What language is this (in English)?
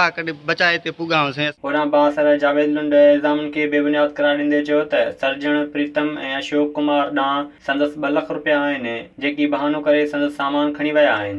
Sindhi